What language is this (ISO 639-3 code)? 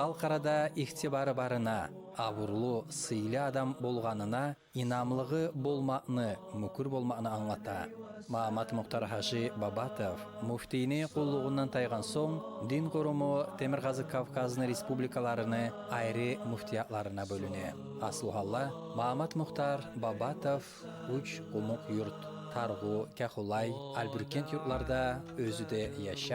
kum